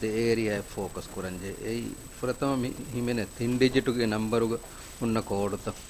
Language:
Divehi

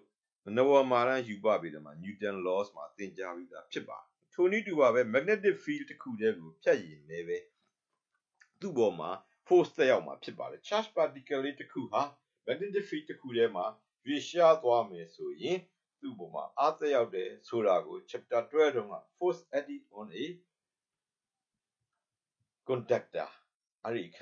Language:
Burmese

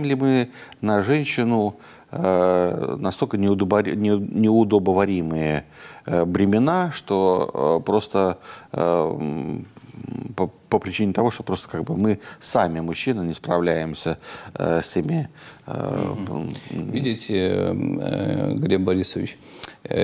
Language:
Russian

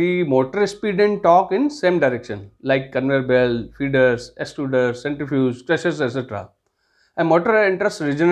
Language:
English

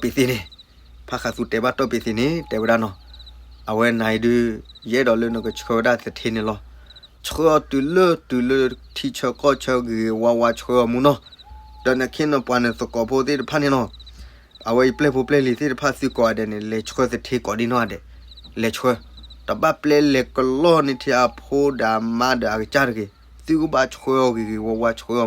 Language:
S'gaw Karen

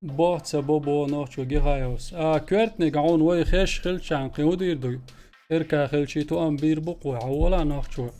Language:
Chechen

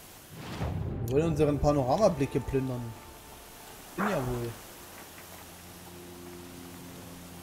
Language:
German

